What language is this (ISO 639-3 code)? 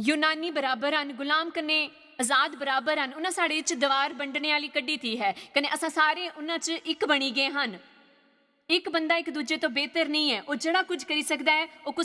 doi